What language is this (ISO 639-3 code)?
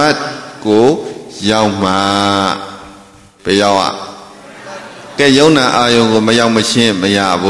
mya